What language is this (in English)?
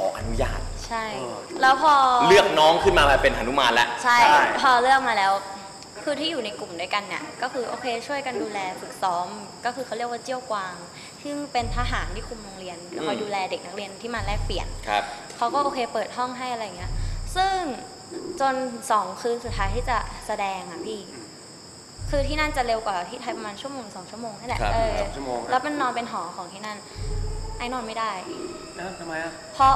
Thai